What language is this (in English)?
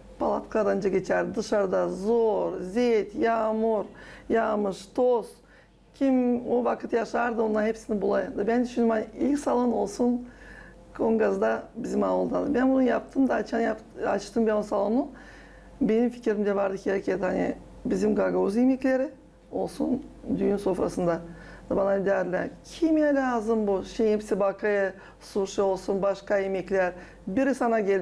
Gagauz